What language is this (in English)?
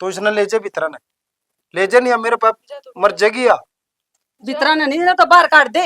Haryanvi